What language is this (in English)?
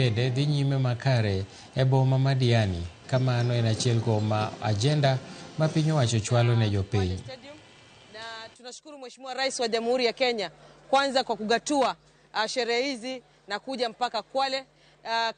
Luo (Kenya and Tanzania)